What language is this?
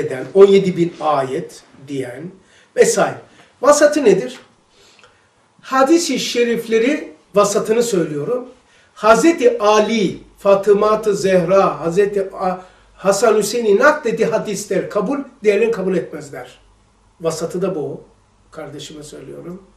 Turkish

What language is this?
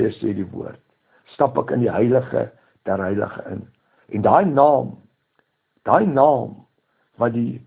Afrikaans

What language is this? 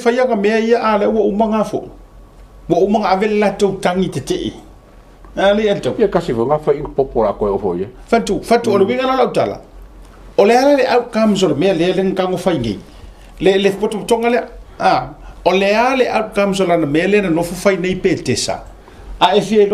Samoan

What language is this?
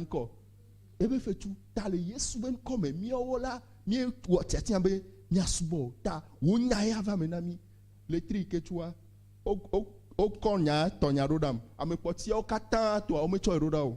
Ewe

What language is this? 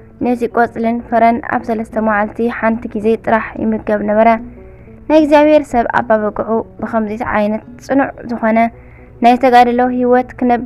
Tigrinya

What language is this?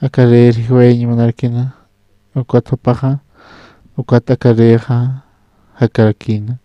Aymara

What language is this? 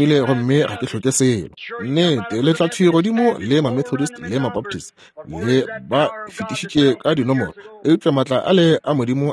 Northern Sotho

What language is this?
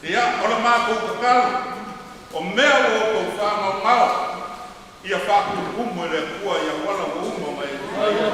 Samoan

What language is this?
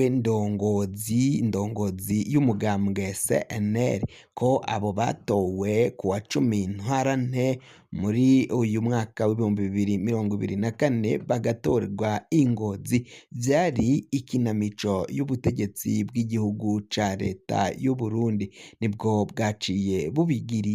Rundi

